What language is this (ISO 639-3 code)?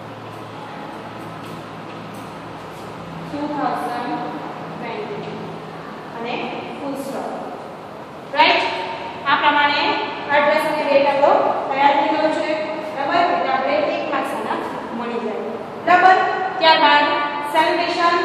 guj